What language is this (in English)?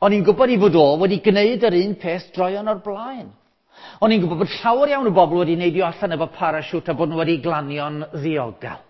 Welsh